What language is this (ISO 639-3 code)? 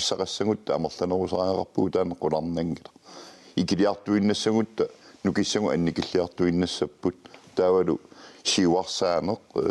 kal